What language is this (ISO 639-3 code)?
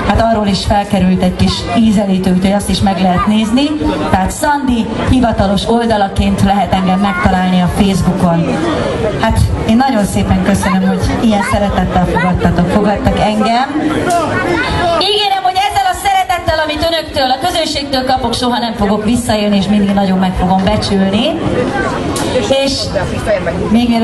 hun